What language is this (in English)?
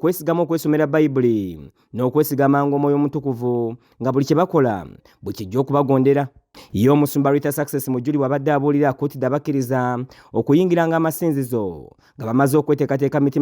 Ganda